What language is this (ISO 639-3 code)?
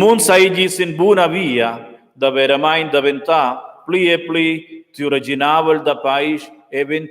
roh